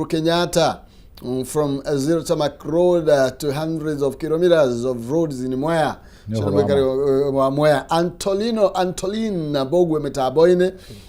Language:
Kikuyu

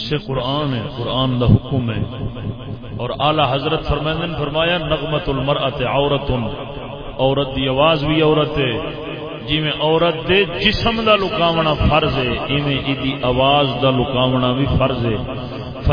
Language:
Saraiki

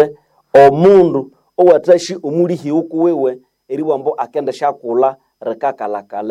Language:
Nande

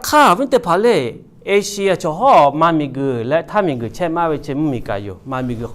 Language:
Lahu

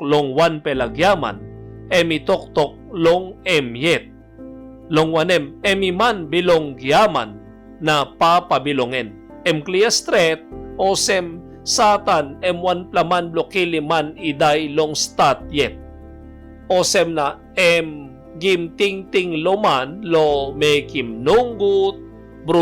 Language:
Tok Pisin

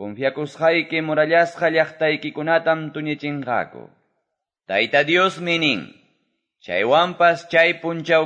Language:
Quechua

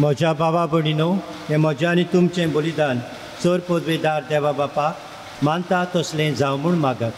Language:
Konkani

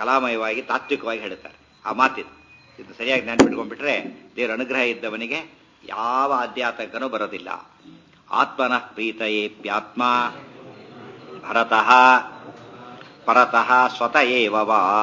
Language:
Kannada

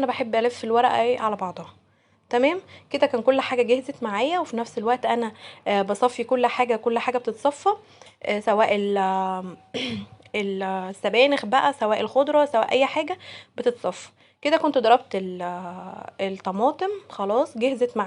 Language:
Egyptian Arabic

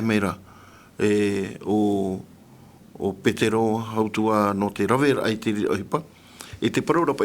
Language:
Tahitian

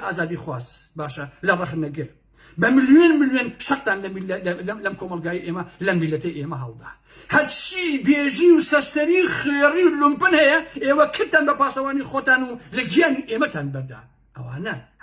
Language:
Central Kurdish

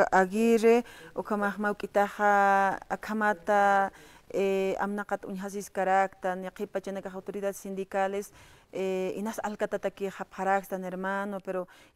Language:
Aymara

